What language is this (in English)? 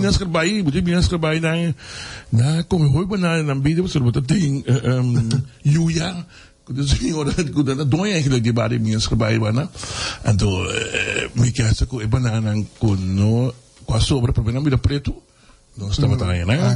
Papiamento